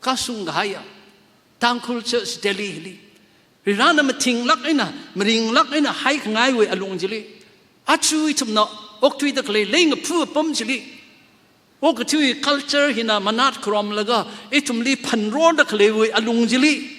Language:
Tangkhul Naga (India)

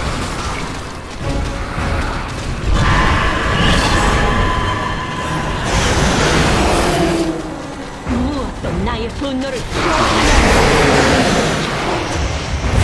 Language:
Korean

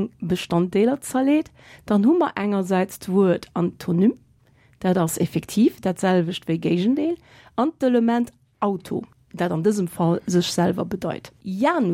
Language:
Luxembourgish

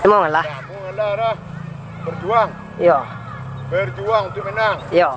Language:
Minangkabau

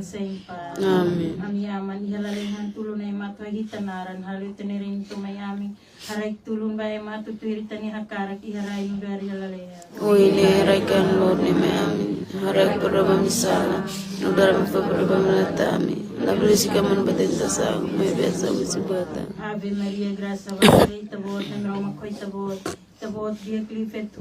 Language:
Tetum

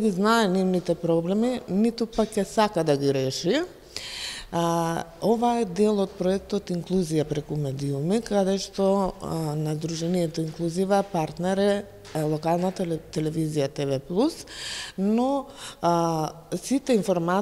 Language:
Macedonian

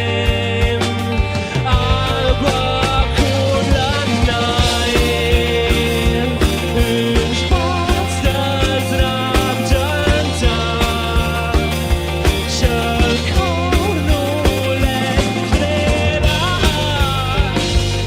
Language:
Romansh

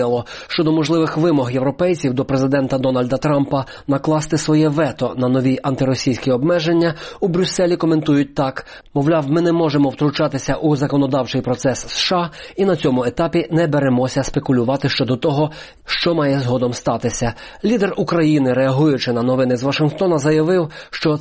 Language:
Ukrainian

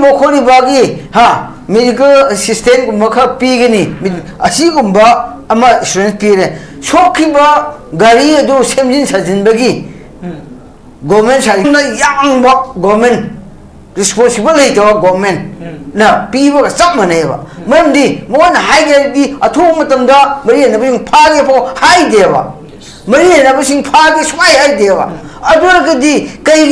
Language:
Manipuri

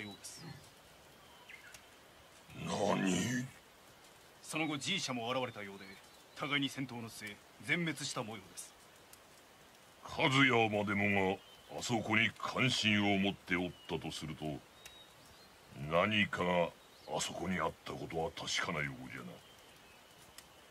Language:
Japanese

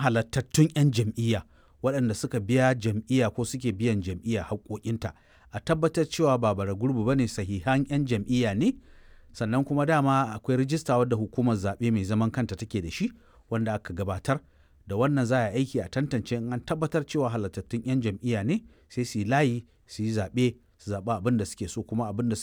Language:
Hausa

